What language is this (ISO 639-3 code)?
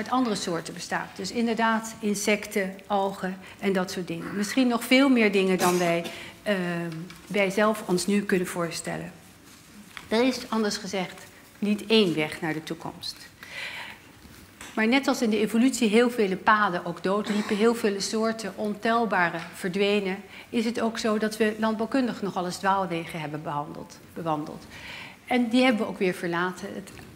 nld